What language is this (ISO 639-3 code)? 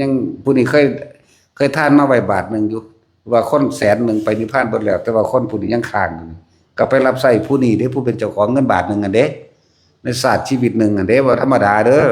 tts